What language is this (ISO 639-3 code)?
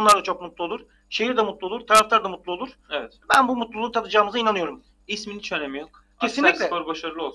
tur